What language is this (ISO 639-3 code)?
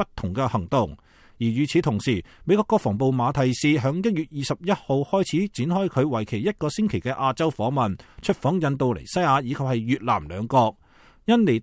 yue